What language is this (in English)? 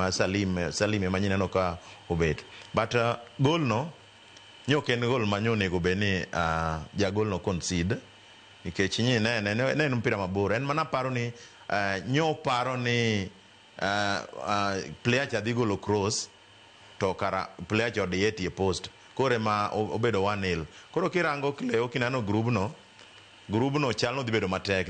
Luo (Kenya and Tanzania)